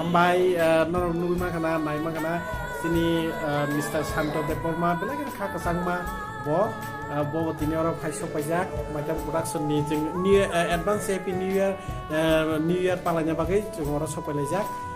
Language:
Kok Borok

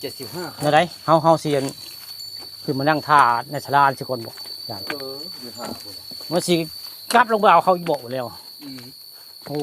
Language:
Northeastern Thai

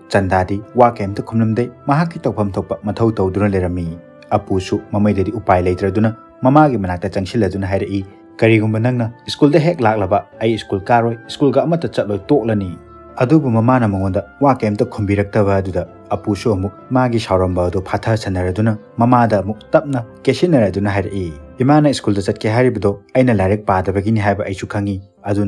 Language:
Manipuri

